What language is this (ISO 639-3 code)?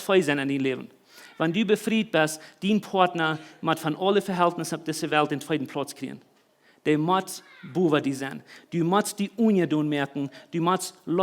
pdt